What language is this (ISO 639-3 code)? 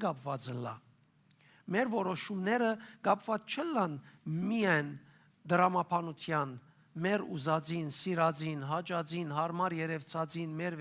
hyw